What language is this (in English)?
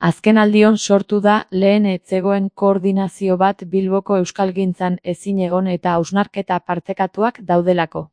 Basque